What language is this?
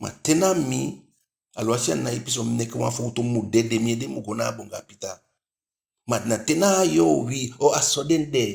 Eastern Maroon Creole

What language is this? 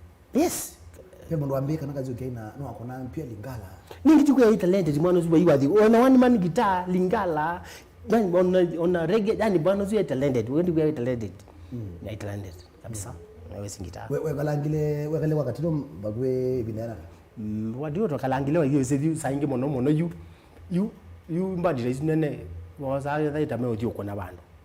Kamba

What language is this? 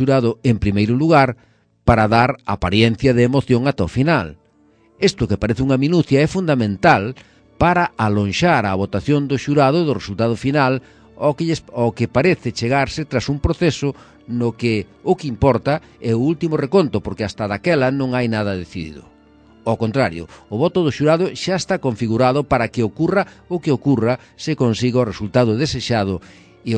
Galician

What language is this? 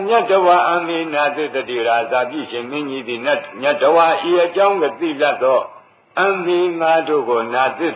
Burmese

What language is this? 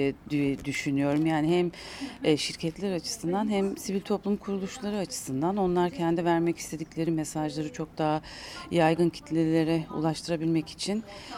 Turkish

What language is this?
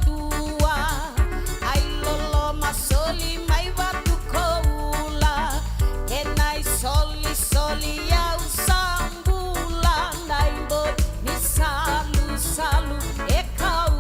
Fijian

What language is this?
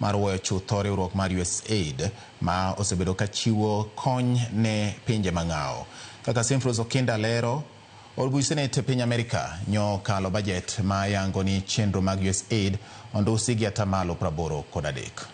Luo (Kenya and Tanzania)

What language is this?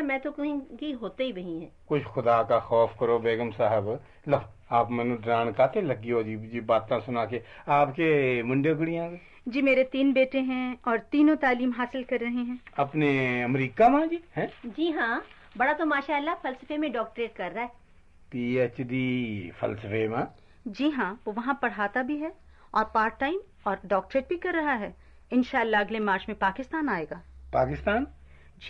Urdu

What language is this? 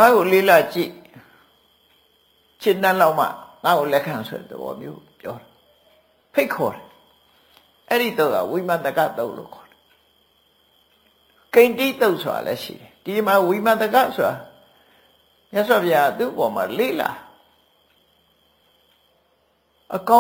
Burmese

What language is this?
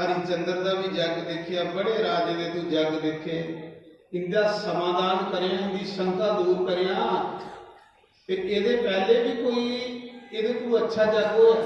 Dogri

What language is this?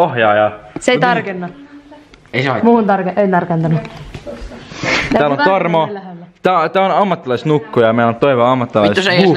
Finnish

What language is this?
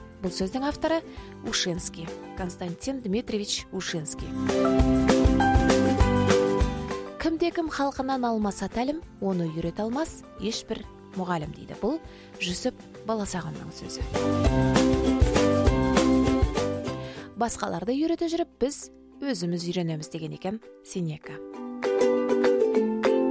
Kazakh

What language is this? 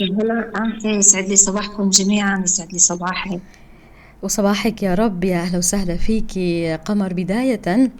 North Levantine Arabic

